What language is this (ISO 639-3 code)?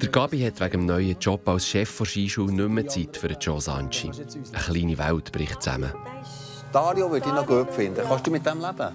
gsw